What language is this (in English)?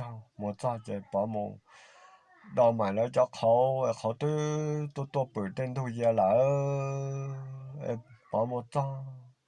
Hmong